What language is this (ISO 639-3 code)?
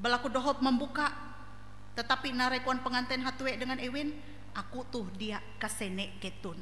nij